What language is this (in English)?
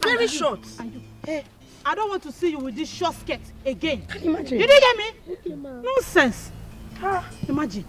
Nigerian Pidgin